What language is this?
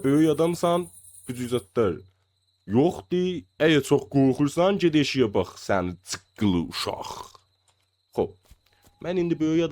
South Azerbaijani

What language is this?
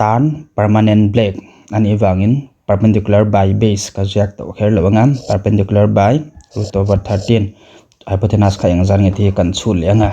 Mizo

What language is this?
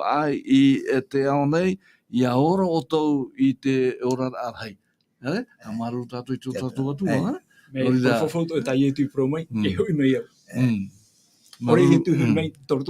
Tahitian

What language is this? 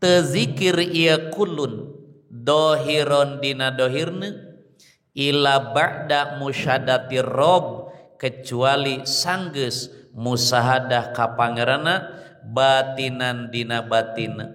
Sundanese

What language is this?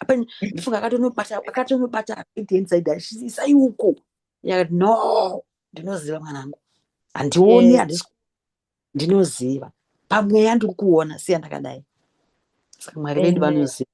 Shona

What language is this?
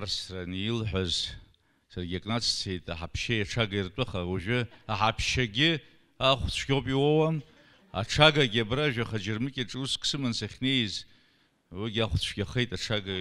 Abkhazian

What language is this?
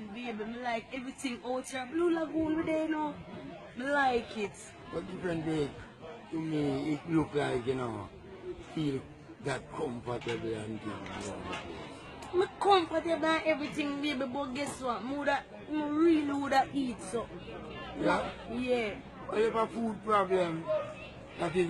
Jamaican Creole English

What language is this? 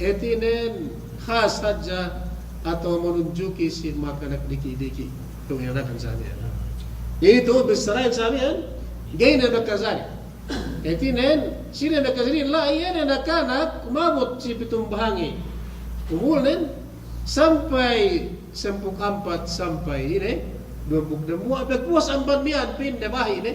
Yakan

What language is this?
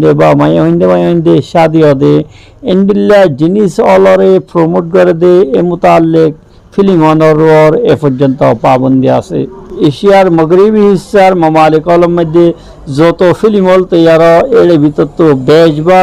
Rohingya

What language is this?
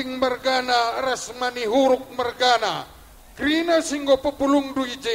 Batak Karo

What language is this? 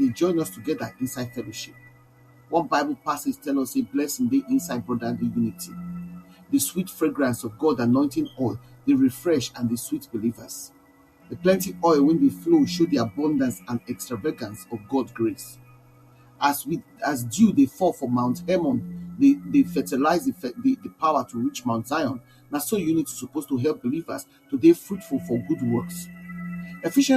Nigerian Pidgin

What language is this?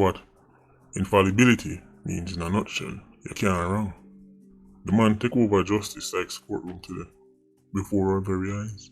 Jamaican Creole English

